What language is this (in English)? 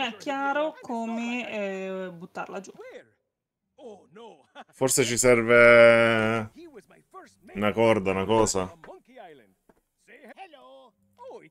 Italian